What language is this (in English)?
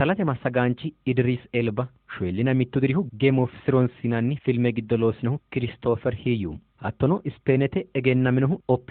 Sidamo